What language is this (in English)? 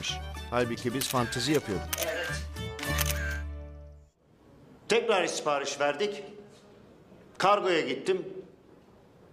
Turkish